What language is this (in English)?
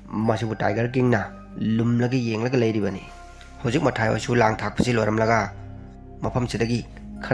Manipuri